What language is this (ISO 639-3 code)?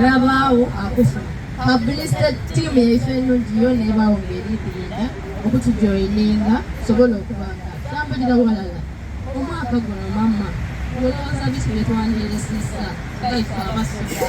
xog